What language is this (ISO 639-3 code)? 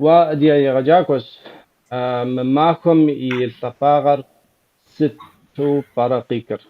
kbd